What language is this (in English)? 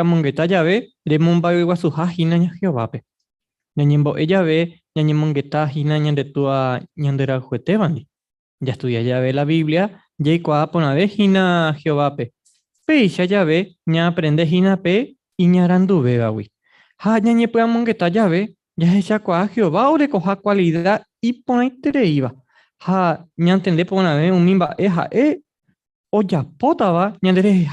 Guarani